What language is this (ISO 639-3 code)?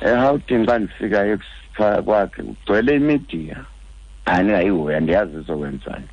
xho